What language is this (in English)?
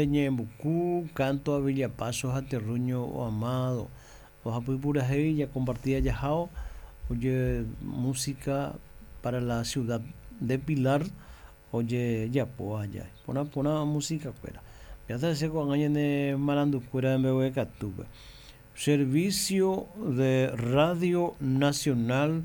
Guarani